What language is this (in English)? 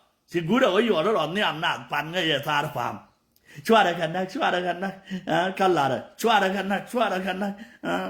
Nuer